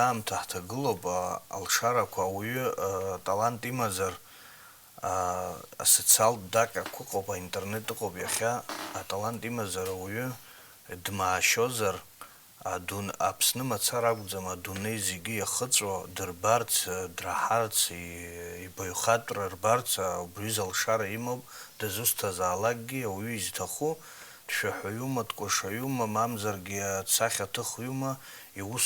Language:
Abkhazian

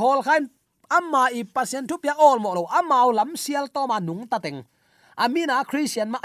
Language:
Tedim Chin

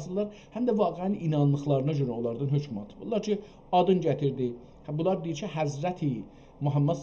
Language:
South Azerbaijani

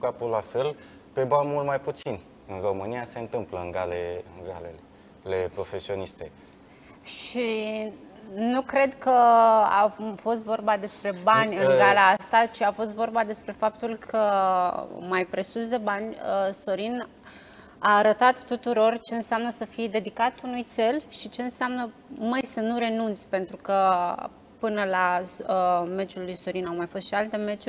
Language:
Romanian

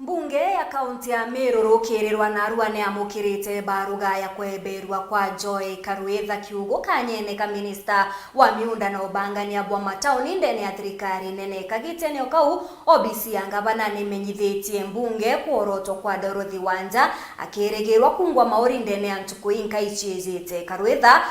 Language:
Meru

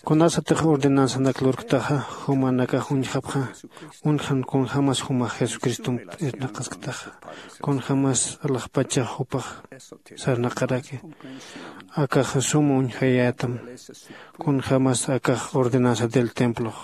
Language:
Aymara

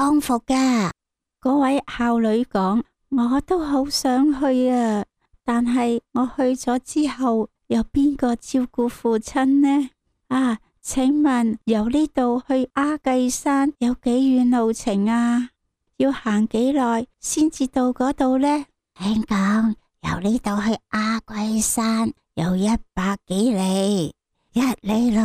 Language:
Cantonese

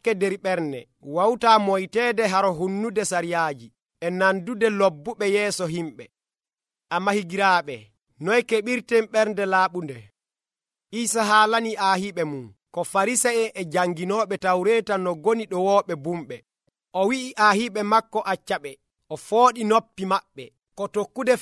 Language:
Nigerian Fulfulde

